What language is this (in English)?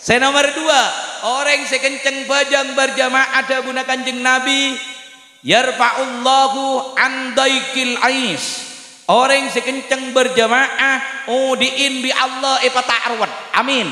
Madurese